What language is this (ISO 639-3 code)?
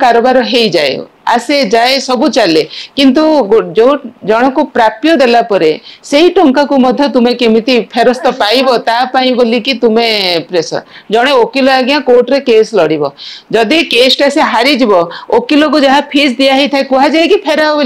ori